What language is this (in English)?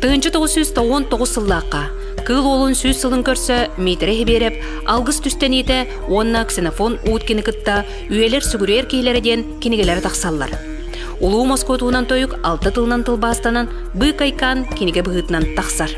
Yakut